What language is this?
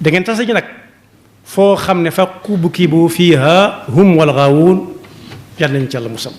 Wolof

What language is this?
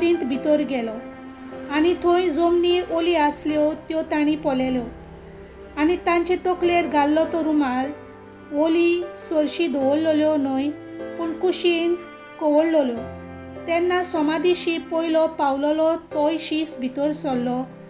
Konkani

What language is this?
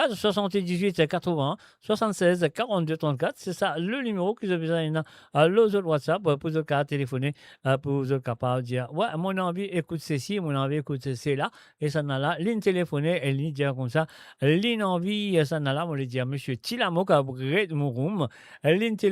Morisyen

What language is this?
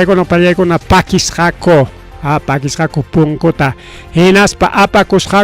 Ayacucho Quechua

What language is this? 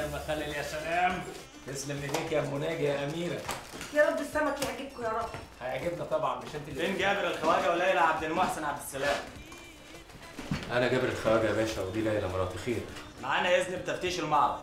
Egyptian Arabic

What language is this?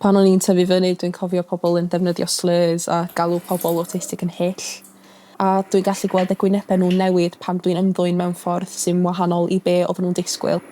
Welsh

